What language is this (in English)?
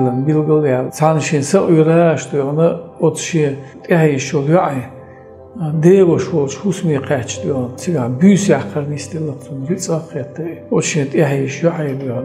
Chechen